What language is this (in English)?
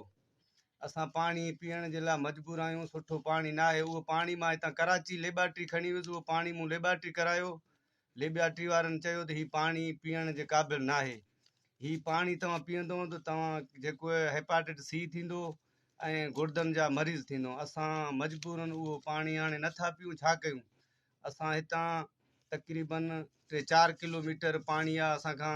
Sindhi